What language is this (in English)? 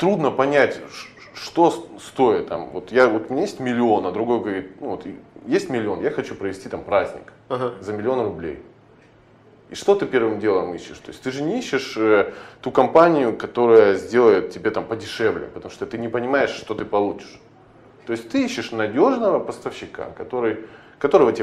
Russian